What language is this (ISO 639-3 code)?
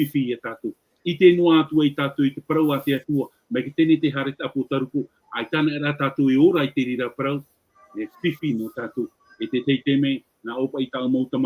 tah